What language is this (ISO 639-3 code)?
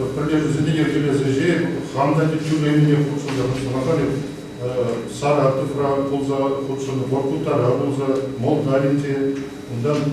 chv